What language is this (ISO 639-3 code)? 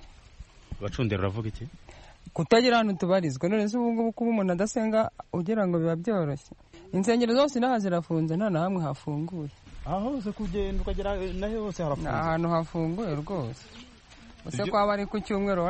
kin